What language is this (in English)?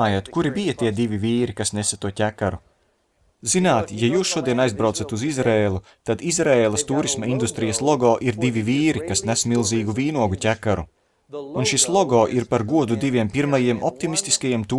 Latvian